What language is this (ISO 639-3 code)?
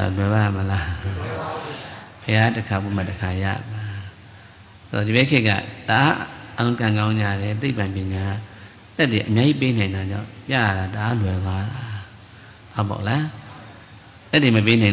mya